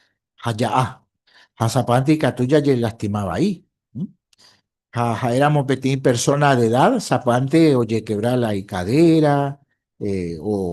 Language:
Guarani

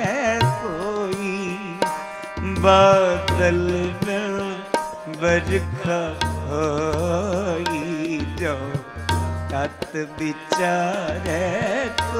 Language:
Punjabi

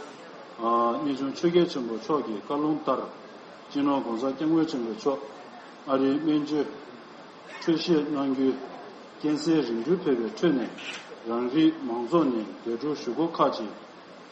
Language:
Tibetan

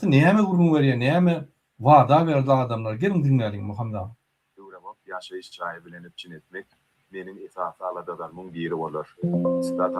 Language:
Turkmen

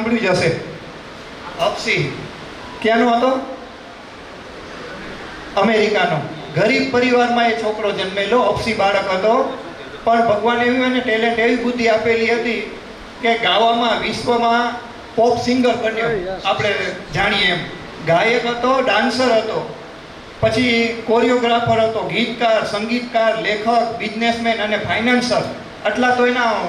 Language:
Gujarati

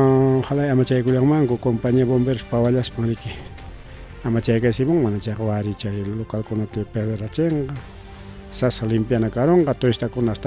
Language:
Ayacucho Quechua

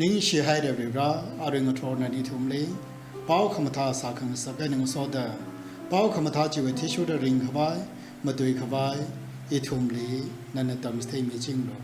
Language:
Tangkhul Naga (India)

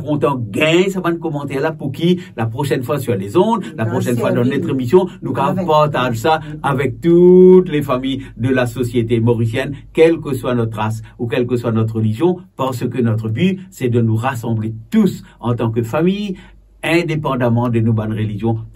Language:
Morisyen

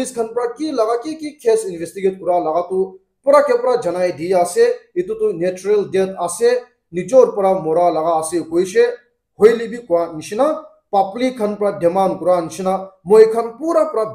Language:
Naga Pidgin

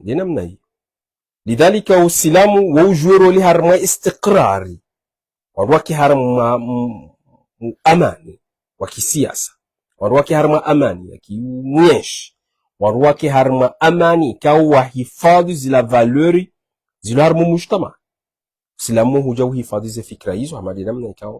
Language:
Ngazidja Comorian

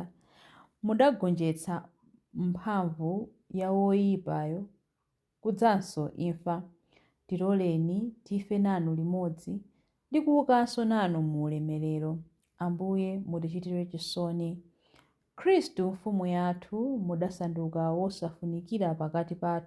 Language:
Nyanja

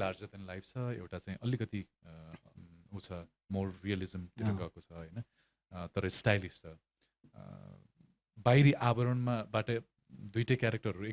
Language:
Nepali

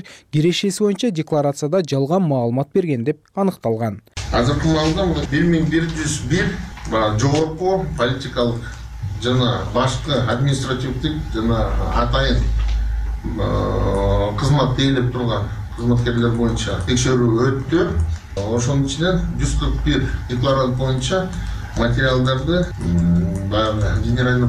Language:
Kyrgyz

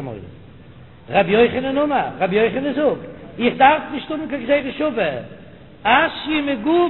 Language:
Yiddish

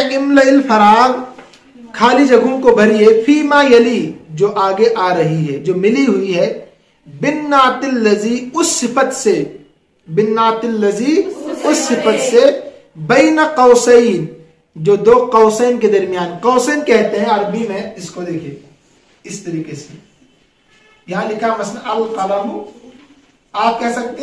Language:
Urdu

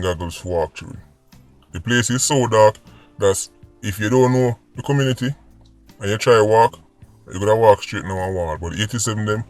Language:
Jamaican Creole English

